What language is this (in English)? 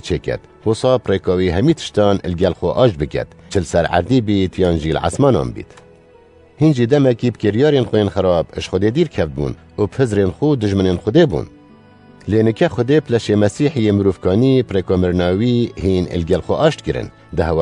Kurdish